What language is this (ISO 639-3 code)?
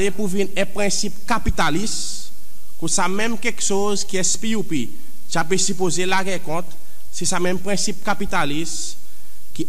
crs